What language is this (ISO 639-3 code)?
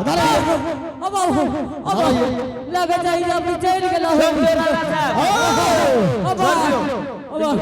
anp